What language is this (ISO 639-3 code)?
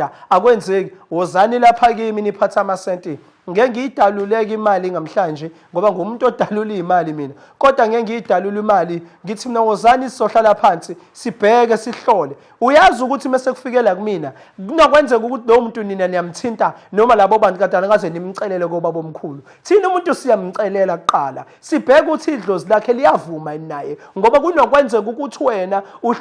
zul